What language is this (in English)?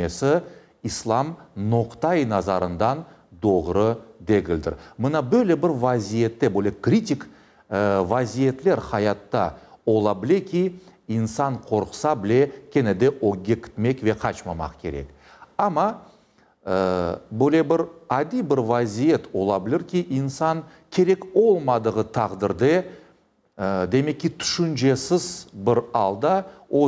Crimean Tatar